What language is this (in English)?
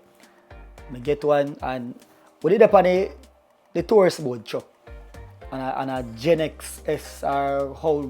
Jamaican Creole English